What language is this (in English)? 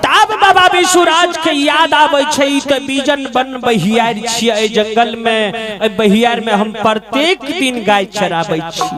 Maithili